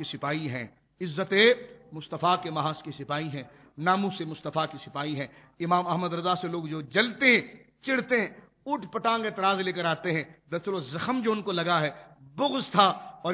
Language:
Urdu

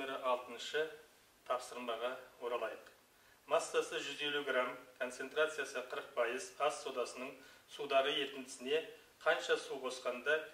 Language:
Kazakh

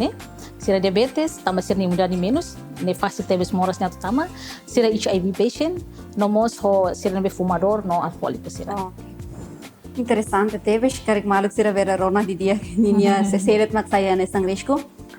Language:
Tetum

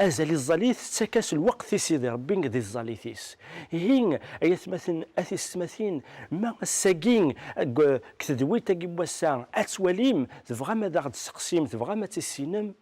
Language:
Kabyle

